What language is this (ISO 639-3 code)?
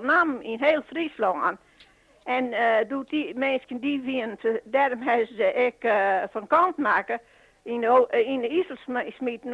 fry